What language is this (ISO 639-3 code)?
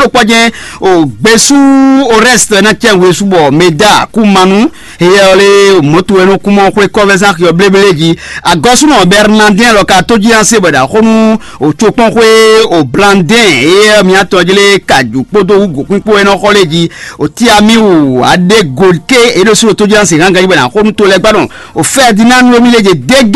fon